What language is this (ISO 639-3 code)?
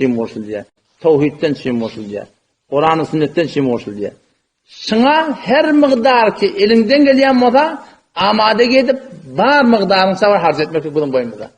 tuk